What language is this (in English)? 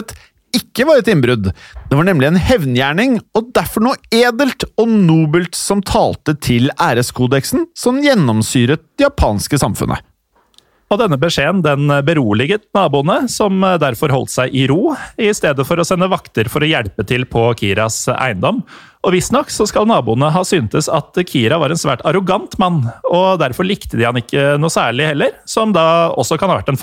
Norwegian